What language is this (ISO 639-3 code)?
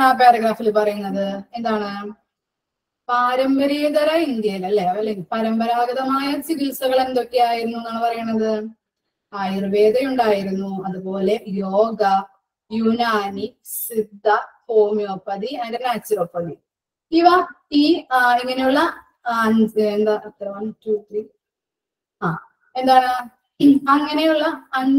mal